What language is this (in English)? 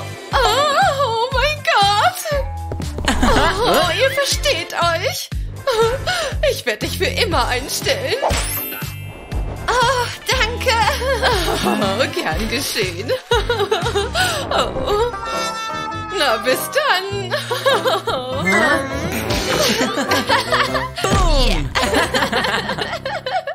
German